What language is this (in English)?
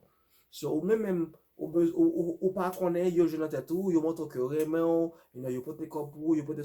Haitian Creole